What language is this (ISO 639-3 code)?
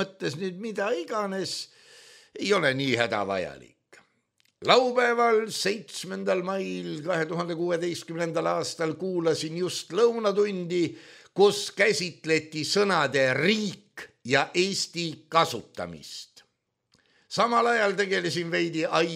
est